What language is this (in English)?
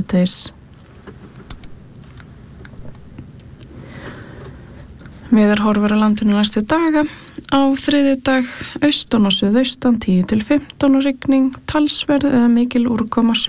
Icelandic